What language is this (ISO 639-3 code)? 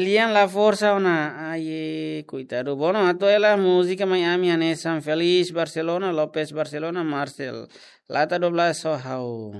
tet